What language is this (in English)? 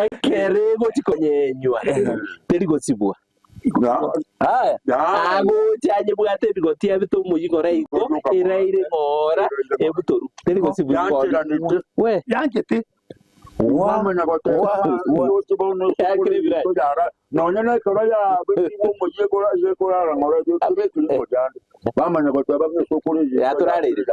Gusii